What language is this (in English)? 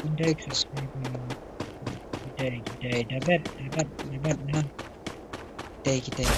Khasi